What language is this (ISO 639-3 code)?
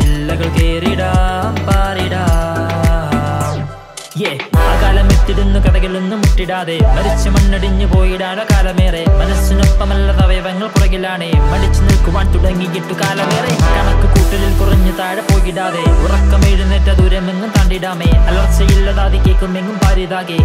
mal